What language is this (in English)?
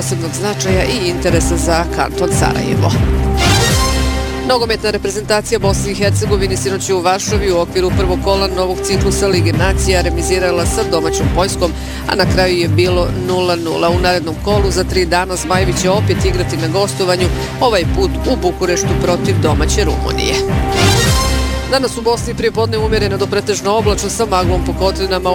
Bosnian